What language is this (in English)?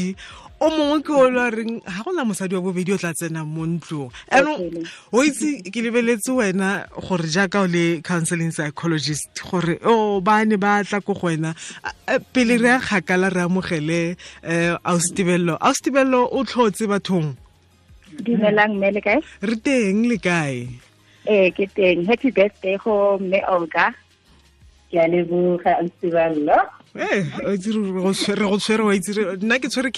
Tswana